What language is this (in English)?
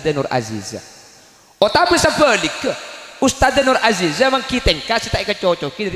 Madurese